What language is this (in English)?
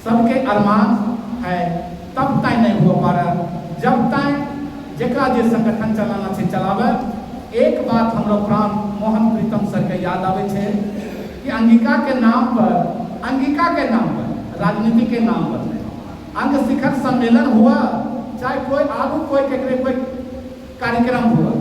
Angika